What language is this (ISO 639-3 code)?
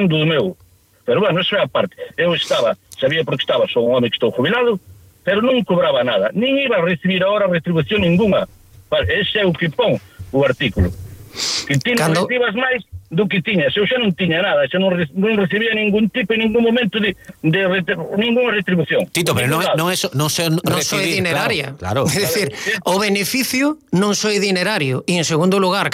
glg